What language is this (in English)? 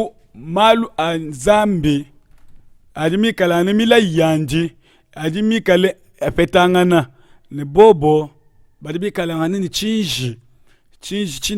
Luba-Lulua